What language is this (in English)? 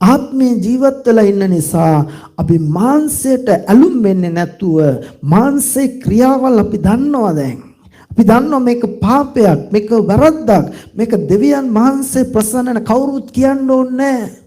Sinhala